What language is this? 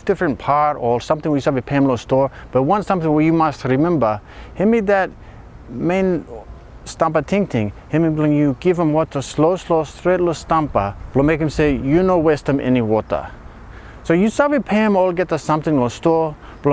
Bislama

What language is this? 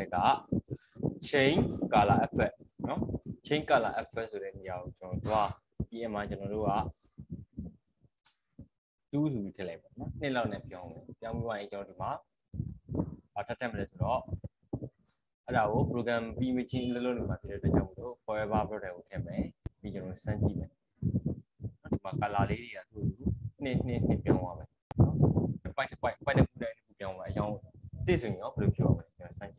Burmese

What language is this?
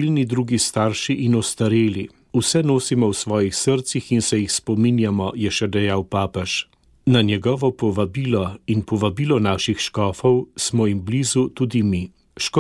Slovenian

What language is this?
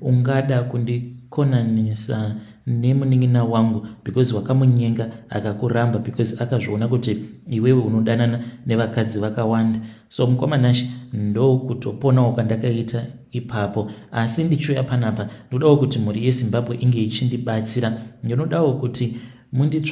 Shona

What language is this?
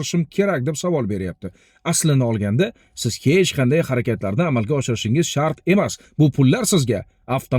Uzbek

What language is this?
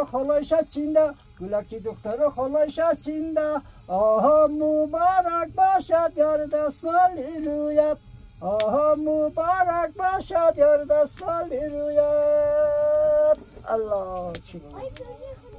Persian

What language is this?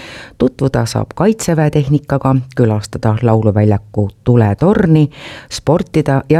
Estonian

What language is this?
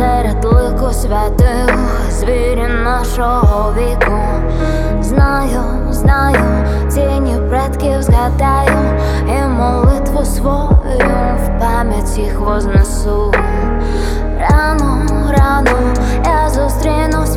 Ukrainian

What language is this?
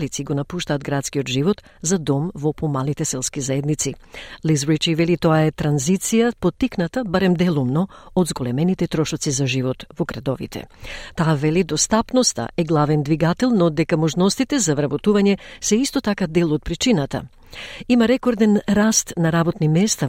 Macedonian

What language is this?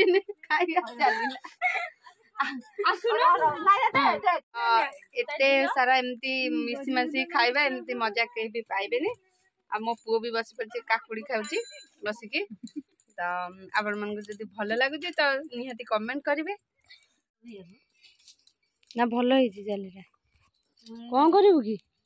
Odia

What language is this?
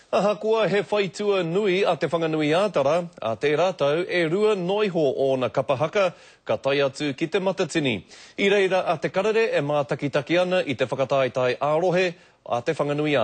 Māori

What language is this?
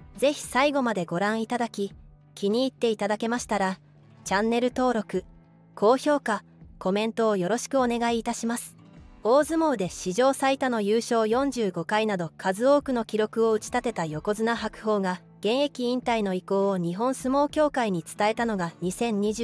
Japanese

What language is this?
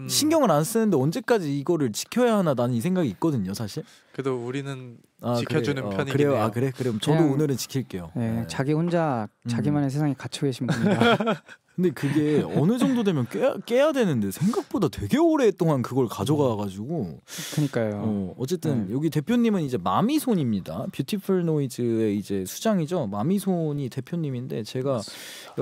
Korean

